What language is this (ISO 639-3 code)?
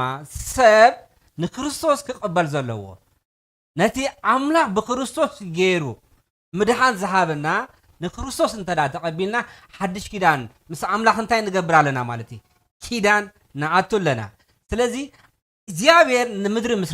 tir